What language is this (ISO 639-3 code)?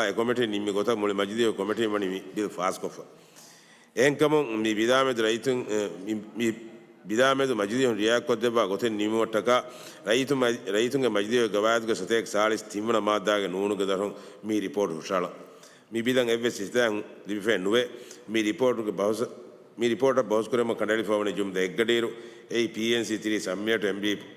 div